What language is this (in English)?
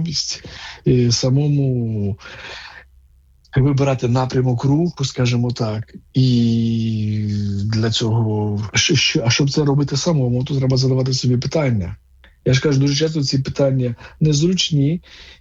Ukrainian